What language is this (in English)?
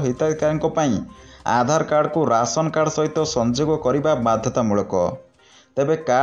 Odia